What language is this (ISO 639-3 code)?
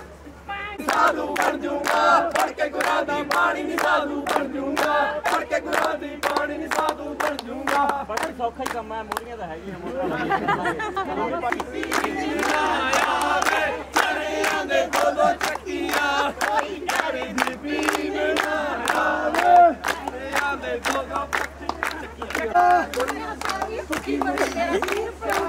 pan